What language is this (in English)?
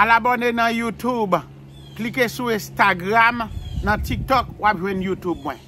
Haitian Creole